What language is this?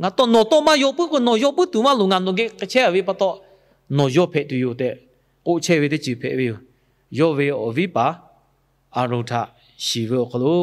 Lahu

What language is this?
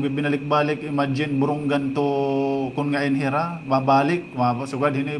Waray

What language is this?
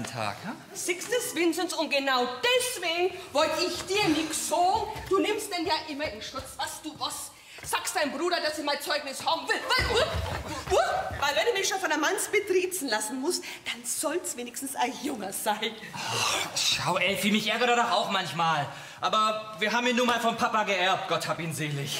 German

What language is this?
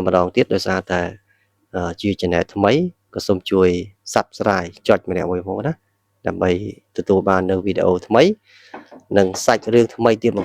Khmer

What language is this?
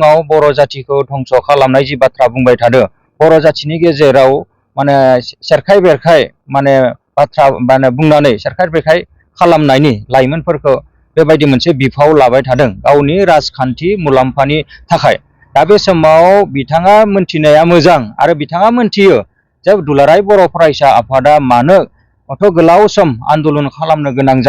Bodo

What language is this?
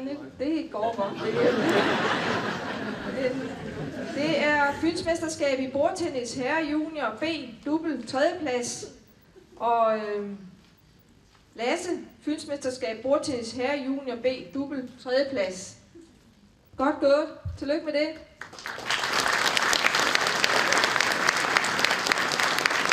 Danish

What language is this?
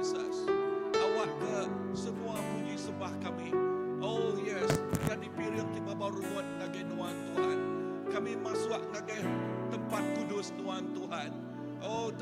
Iban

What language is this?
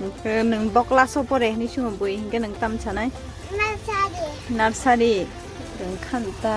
Kok Borok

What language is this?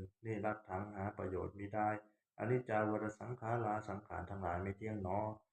Pali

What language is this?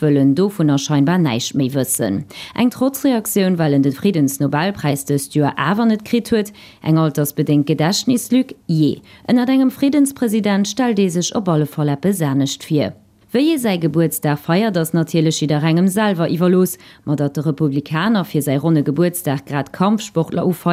Luxembourgish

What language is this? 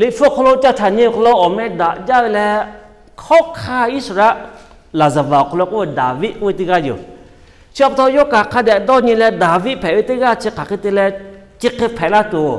Lahu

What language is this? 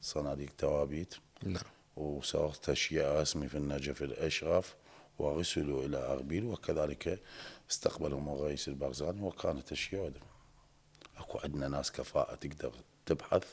Mesopotamian Arabic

